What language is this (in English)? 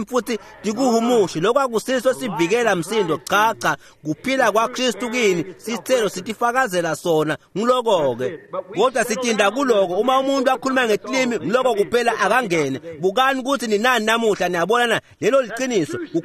Swati